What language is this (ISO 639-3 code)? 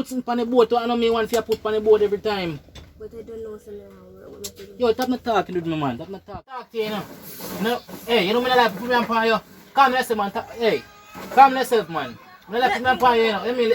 jam